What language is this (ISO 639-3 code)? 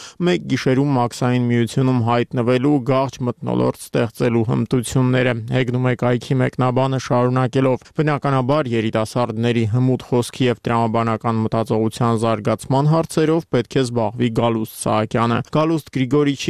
hye